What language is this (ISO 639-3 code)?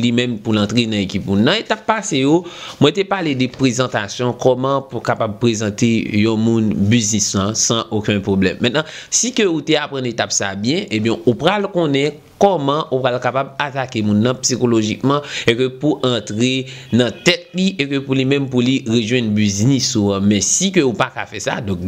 hat